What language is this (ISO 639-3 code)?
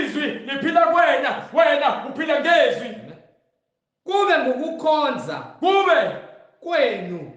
zul